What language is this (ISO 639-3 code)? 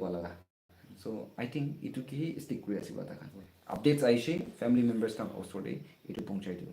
nag